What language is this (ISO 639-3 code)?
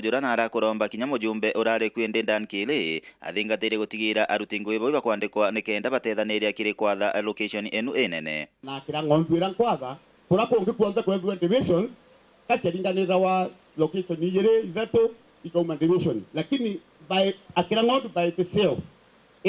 mer